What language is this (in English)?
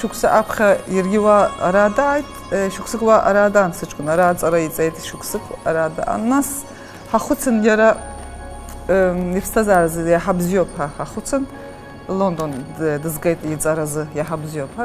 Abkhazian